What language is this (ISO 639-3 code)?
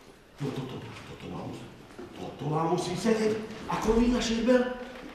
slk